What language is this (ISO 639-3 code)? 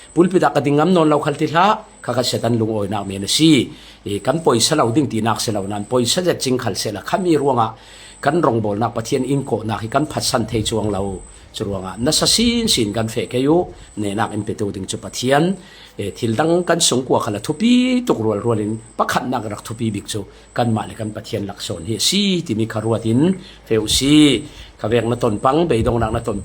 cfm